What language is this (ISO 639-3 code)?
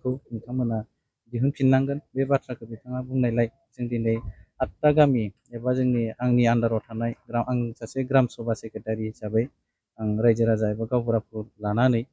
brx